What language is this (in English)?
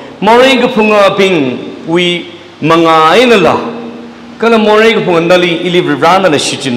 Tangkhul Naga (India)